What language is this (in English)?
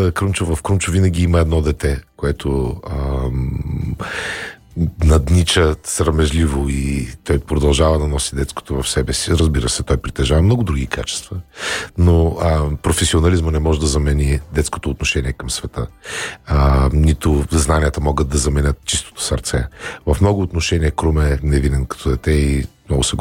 Bulgarian